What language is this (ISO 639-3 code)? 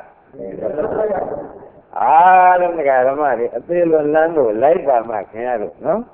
mya